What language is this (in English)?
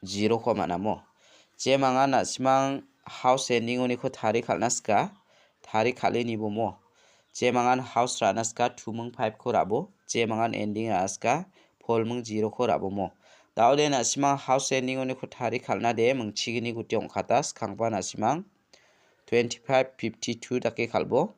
Garo